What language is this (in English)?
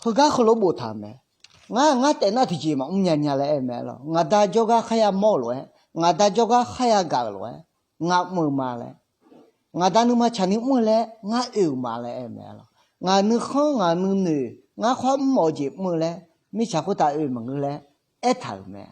Akha